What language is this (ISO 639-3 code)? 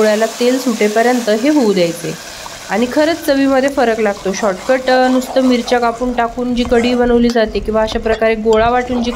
mar